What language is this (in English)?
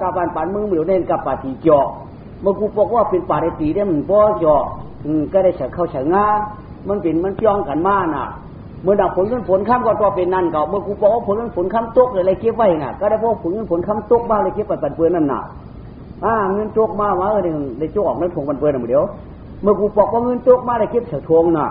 Shan